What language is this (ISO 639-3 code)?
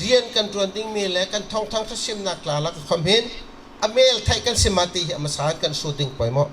bgr